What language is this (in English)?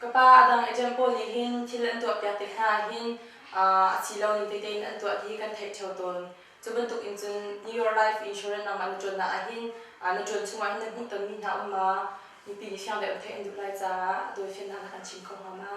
Hakha Chin